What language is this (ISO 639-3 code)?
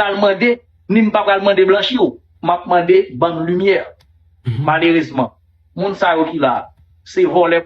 hat